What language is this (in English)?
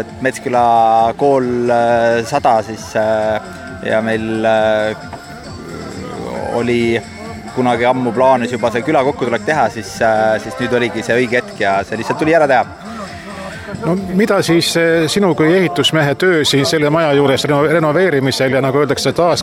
Estonian